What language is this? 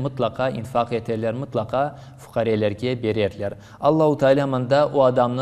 Crimean Tatar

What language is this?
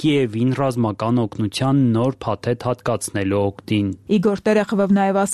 Armenian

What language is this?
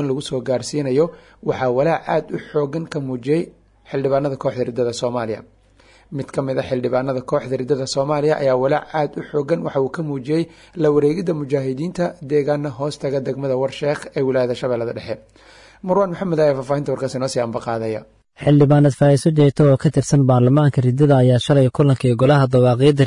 Somali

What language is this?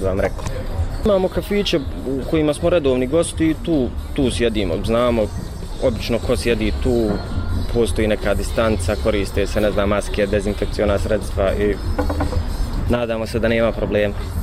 Bosnian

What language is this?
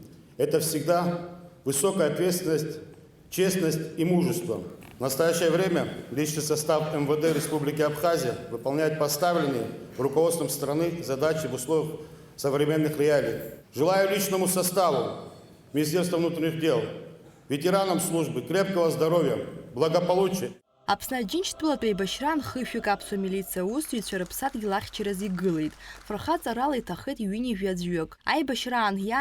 Abkhazian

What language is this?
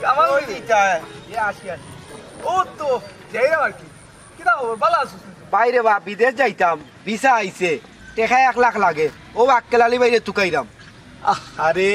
Sylheti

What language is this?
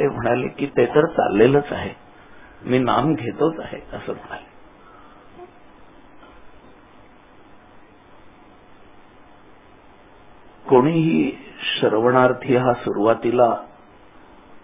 Marathi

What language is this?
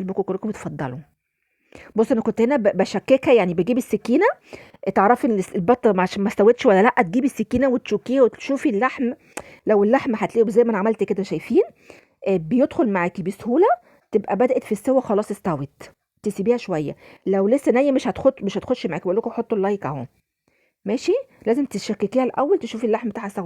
Egyptian Arabic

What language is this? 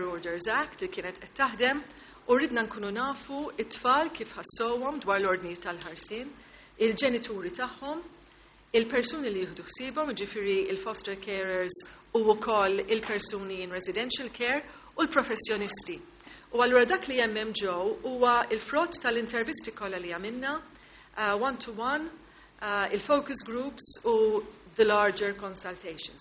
Maltese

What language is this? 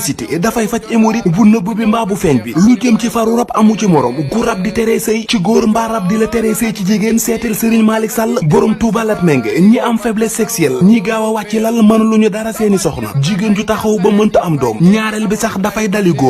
Wolof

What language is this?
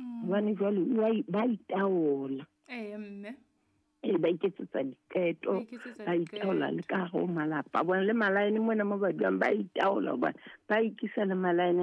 Southern Sotho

